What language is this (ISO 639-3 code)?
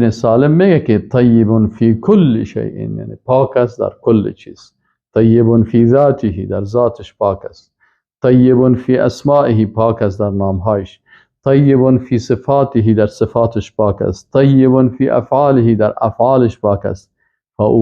fas